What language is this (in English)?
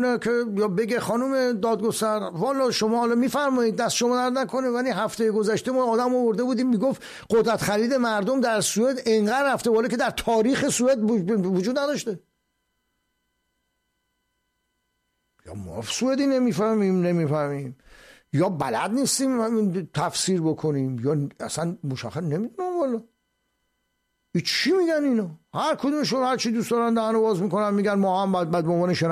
Persian